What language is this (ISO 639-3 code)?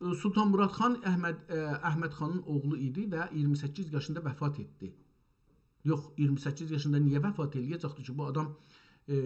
azb